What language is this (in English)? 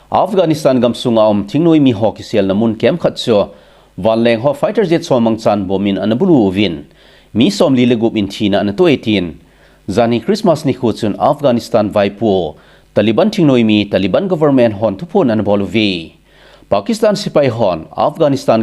Thado Chin